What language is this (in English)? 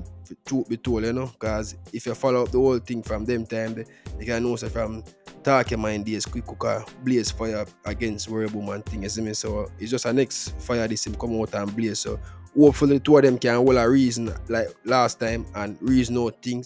Jamaican Creole English